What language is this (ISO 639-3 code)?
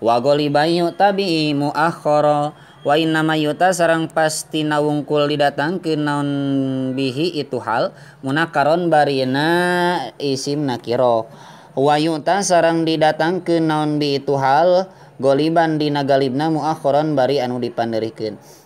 sun